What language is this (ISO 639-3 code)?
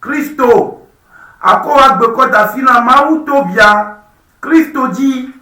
ewe